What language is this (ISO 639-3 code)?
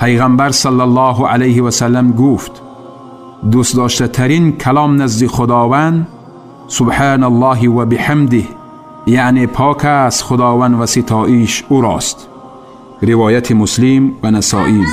tgk